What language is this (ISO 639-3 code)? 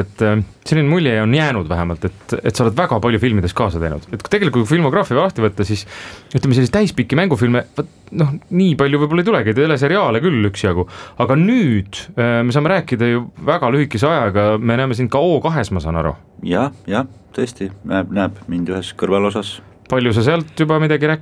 est